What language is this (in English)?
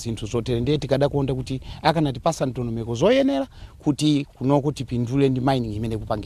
Nyanja